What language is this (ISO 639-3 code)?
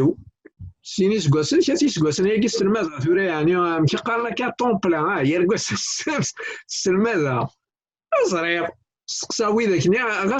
kab